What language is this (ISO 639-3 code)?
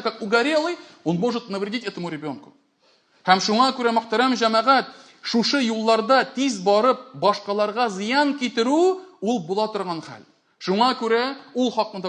tat